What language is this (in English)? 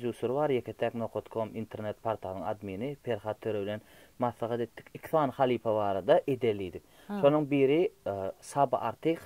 Turkmen